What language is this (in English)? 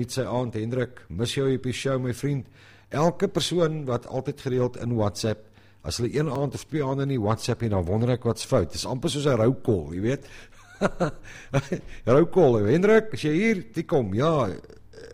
Afrikaans